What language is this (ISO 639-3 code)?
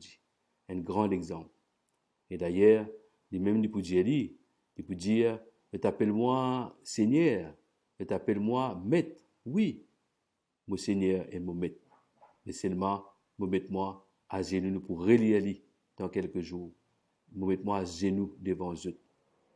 mfe